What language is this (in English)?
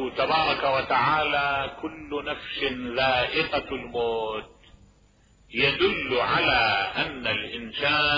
Mesopotamian Arabic